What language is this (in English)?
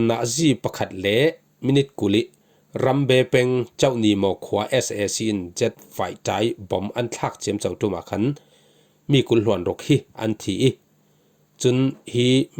Falam Chin